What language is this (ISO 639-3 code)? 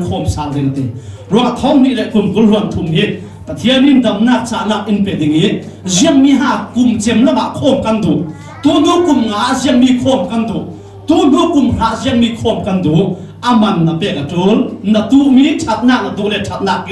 cfm